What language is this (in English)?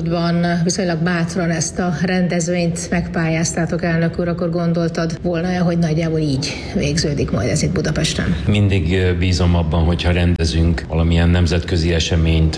Hungarian